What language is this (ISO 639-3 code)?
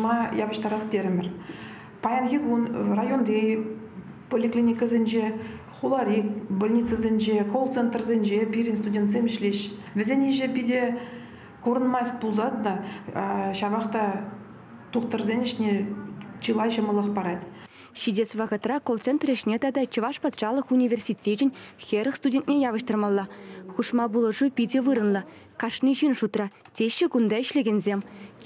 chv